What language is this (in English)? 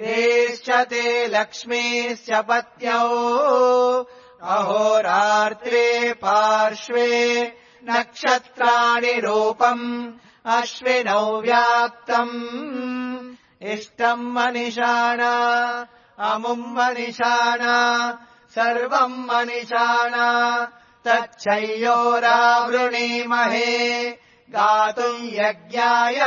Sanskrit